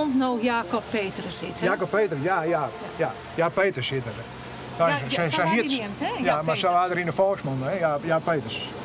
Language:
Western Frisian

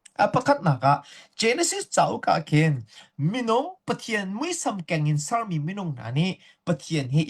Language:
Hakha Chin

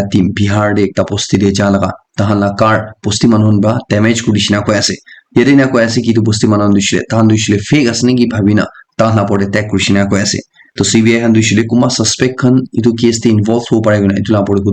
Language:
Naga Pidgin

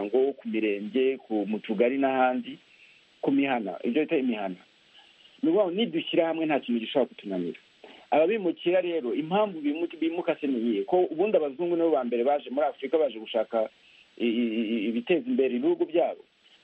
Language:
Kinyarwanda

